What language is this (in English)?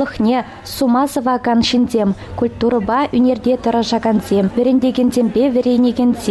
Chuvash